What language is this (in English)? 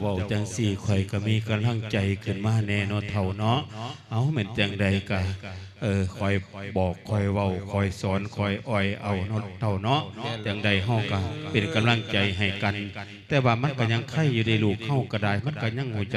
Lao